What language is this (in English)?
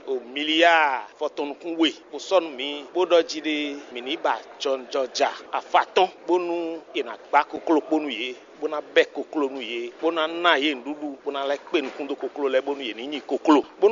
Fon